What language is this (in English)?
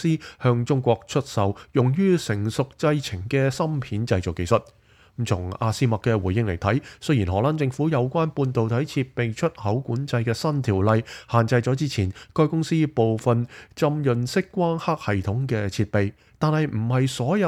Cantonese